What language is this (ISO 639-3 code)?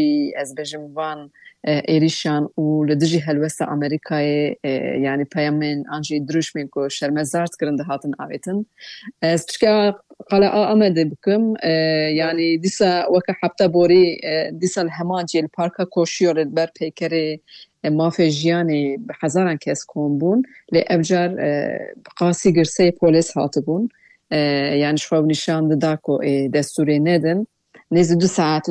kur